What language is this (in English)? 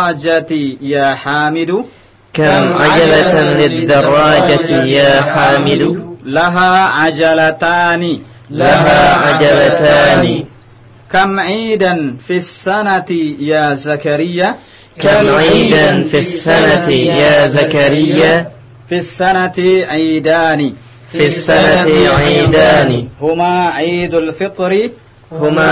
Indonesian